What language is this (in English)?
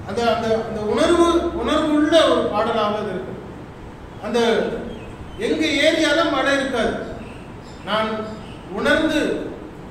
Tamil